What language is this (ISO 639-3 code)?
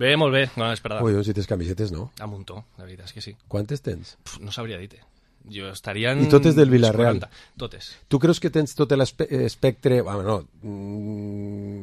cat